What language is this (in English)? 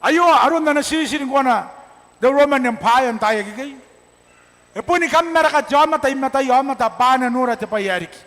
Gilbertese